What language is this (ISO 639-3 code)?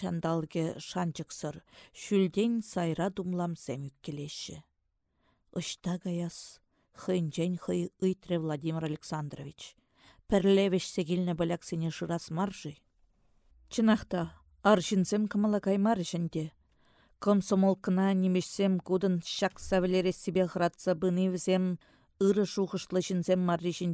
chv